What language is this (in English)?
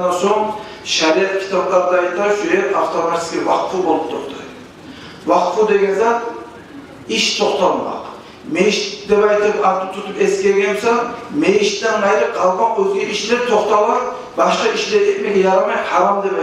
Kumyk